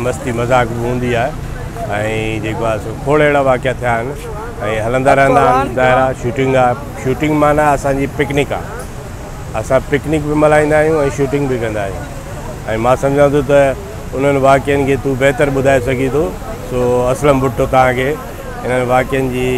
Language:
Sindhi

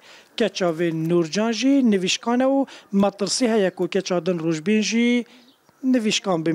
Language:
Kurdish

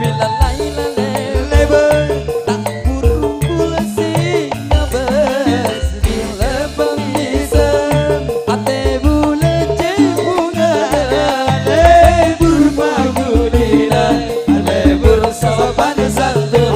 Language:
Madurese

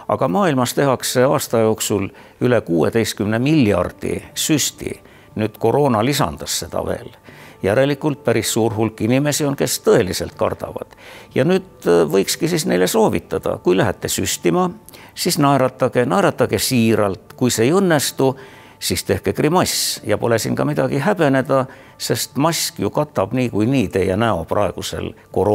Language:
Estonian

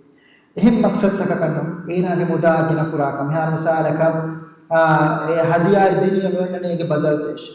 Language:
Divehi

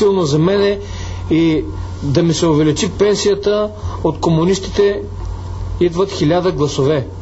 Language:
Bulgarian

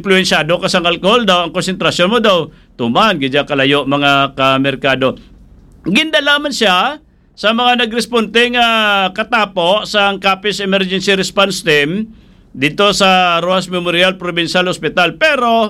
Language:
Hiligaynon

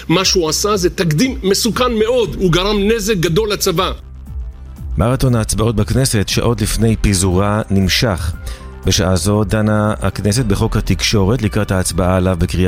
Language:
Hebrew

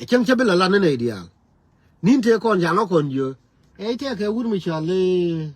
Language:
Nuer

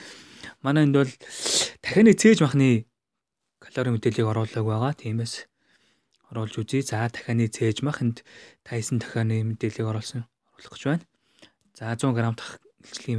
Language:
Mongolian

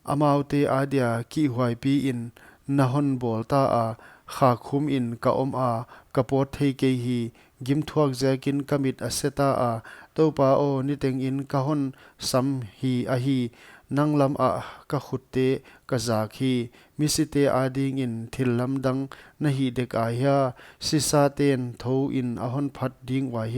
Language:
Paite Chin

